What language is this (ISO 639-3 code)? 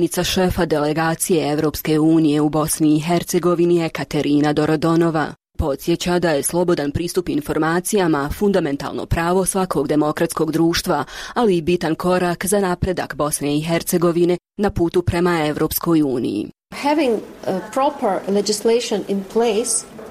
bos